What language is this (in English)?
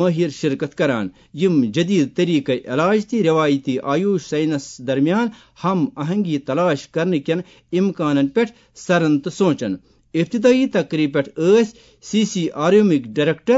Kashmiri